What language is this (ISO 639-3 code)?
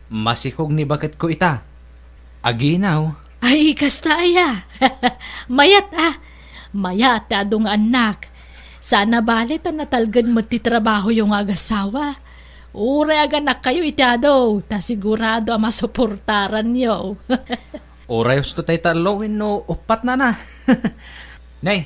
ilo